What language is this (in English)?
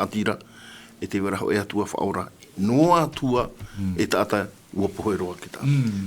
Tahitian